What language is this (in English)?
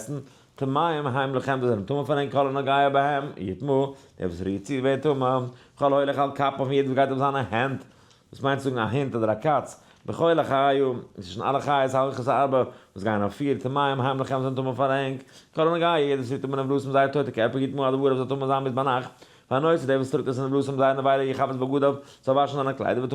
Yiddish